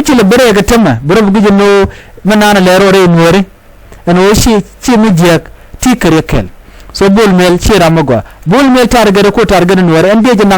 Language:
Nuer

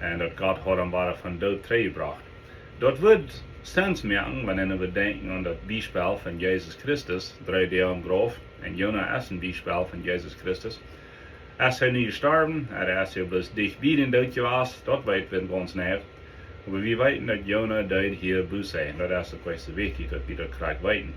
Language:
Plautdietsch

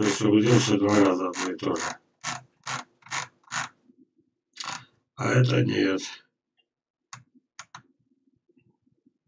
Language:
Russian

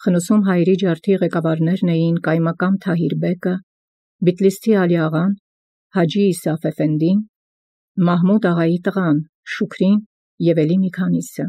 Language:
Armenian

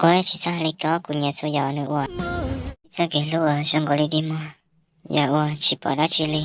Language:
Hmong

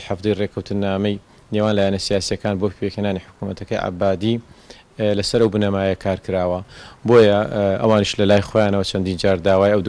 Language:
Central Kurdish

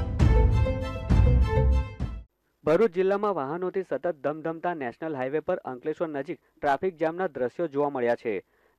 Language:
Gujarati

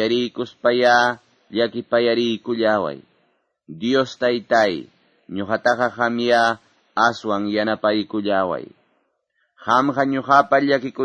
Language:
Quechua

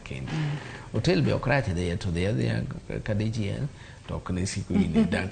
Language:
Luo (Kenya and Tanzania)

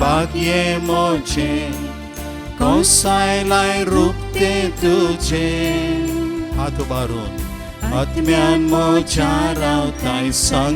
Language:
Konkani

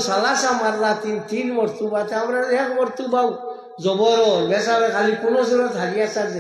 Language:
Sylheti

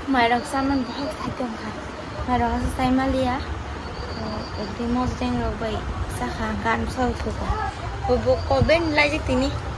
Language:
Kok Borok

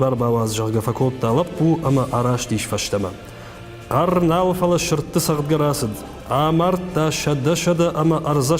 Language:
Ossetic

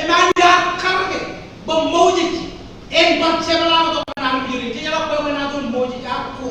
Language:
Marshallese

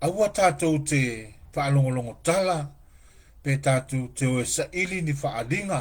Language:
Samoan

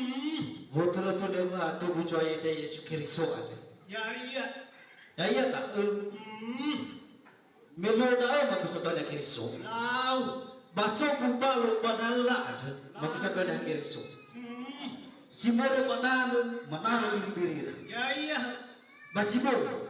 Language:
Nias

